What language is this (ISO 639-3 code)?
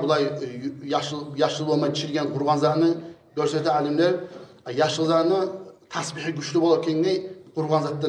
kum